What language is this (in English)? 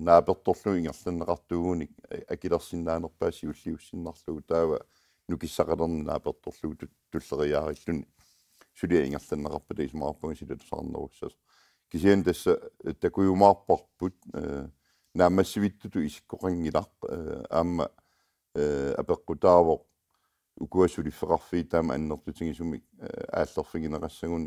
Kalaallisut